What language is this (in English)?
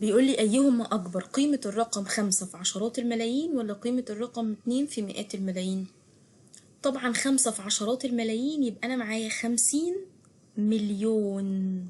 Egyptian Arabic